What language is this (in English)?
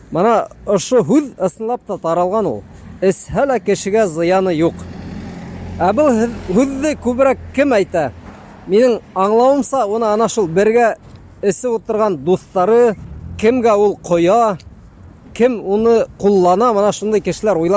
Bashkir